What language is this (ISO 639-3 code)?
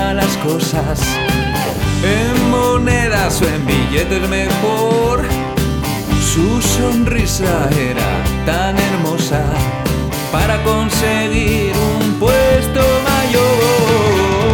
spa